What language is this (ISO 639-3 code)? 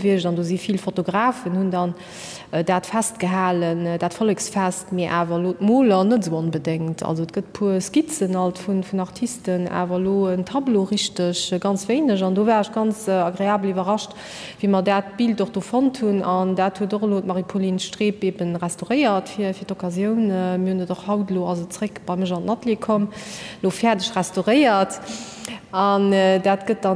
ltz